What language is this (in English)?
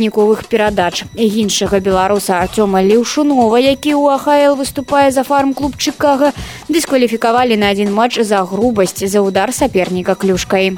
Belarusian